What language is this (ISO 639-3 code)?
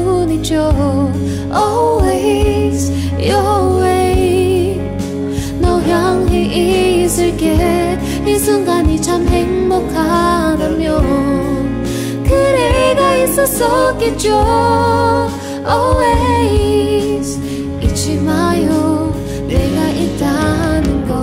kor